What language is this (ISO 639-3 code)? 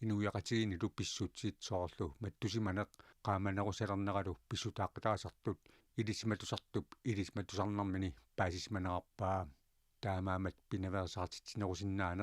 kal